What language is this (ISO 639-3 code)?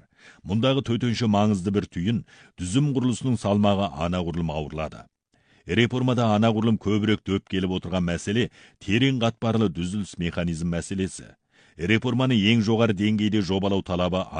kaz